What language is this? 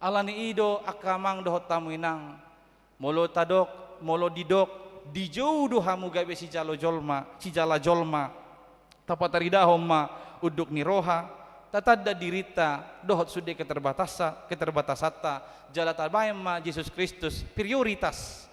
Batak Toba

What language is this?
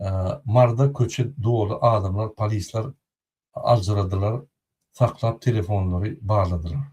Turkmen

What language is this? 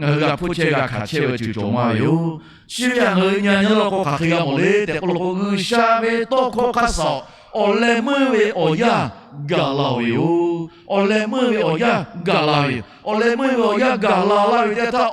Lahu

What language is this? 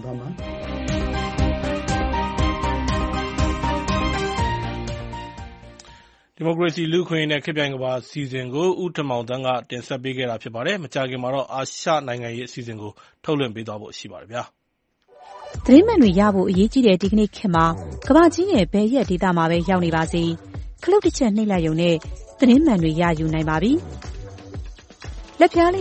Burmese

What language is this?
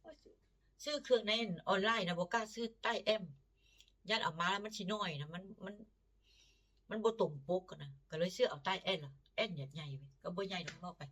Northeastern Thai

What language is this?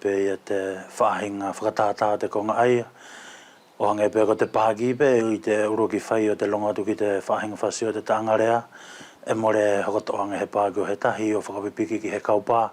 Wallisian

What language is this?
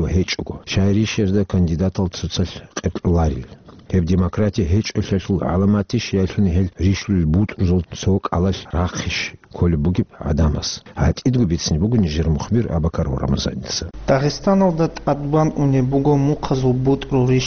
Avaric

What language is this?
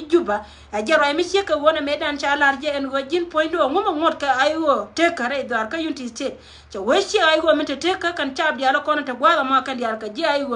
Nuer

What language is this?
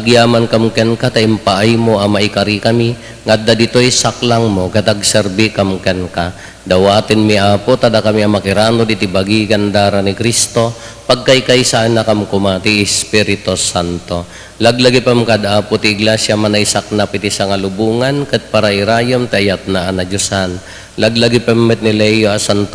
Iloko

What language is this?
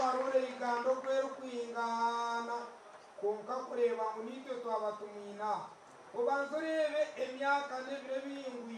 Nyankole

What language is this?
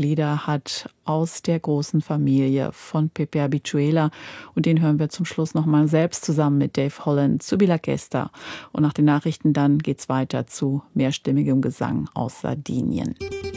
German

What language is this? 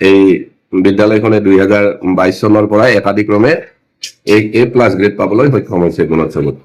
Assamese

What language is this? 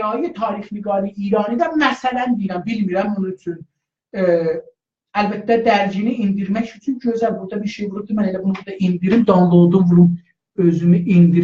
South Azerbaijani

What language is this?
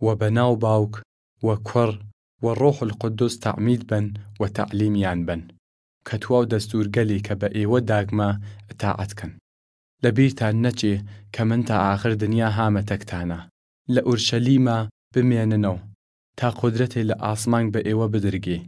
Southern Kurdish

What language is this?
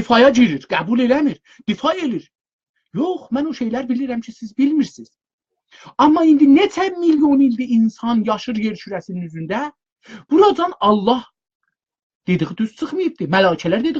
South Azerbaijani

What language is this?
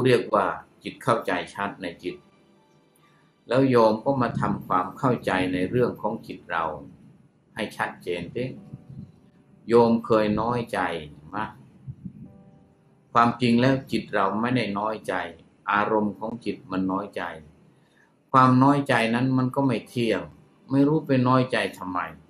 Thai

